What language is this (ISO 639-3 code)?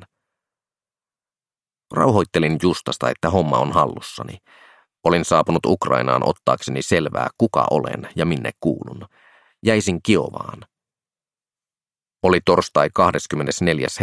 fin